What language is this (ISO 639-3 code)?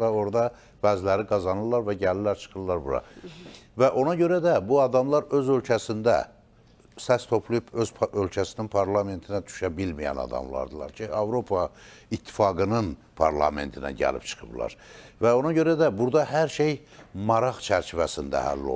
aze